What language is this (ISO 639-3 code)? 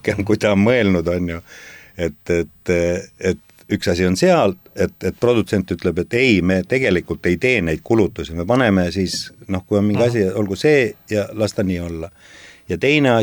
est